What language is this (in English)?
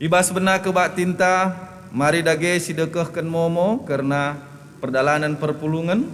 Batak Karo